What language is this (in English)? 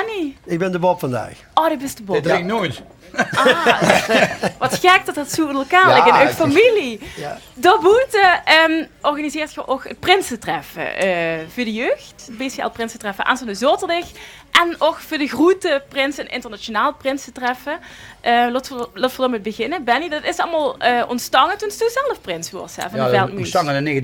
Limburgish